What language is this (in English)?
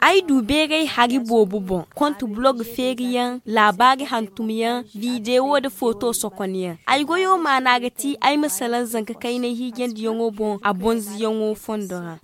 Zarma